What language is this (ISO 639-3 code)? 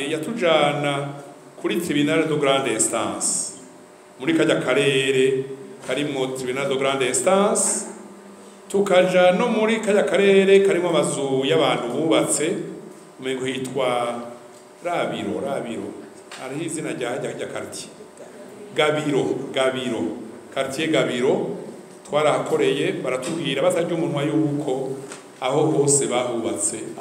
run